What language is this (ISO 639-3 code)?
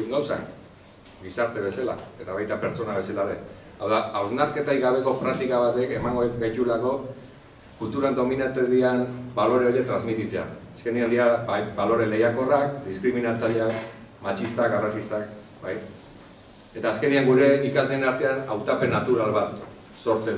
eus